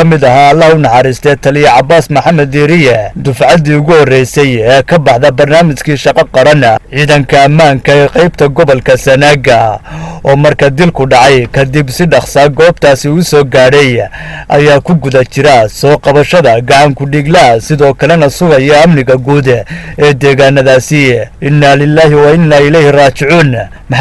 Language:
Somali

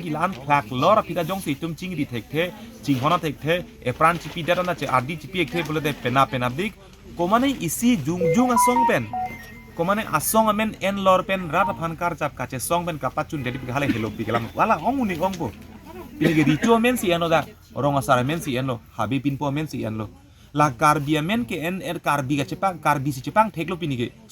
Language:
Karbi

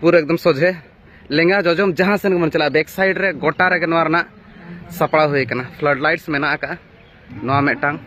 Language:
Santali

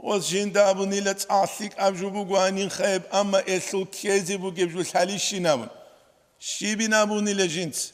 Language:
Avaric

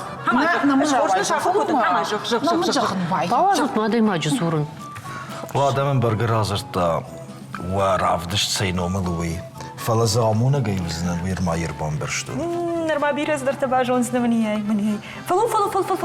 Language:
Ossetic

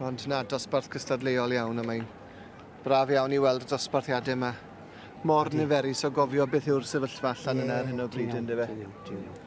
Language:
Welsh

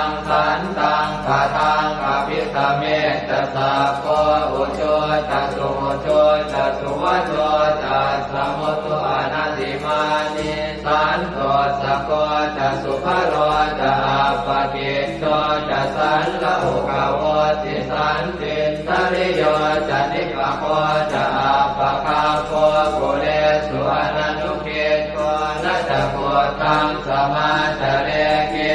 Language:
Pali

